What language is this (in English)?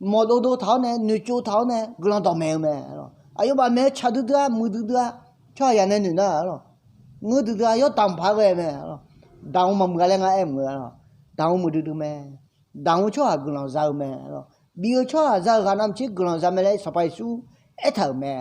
Akha